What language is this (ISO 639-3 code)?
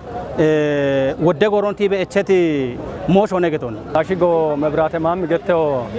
kbr